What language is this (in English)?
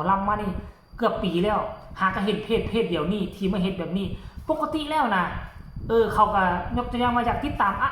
Northeastern Thai